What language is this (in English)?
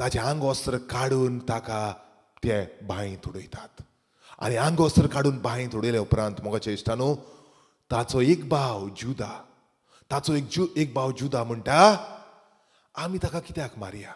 Konkani